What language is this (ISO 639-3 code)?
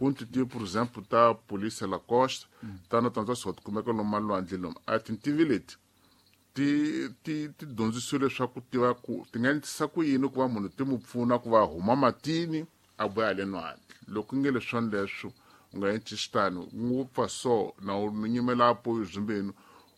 tso